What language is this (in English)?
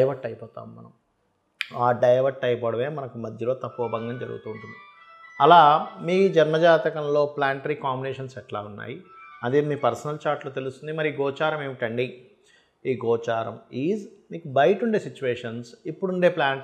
Telugu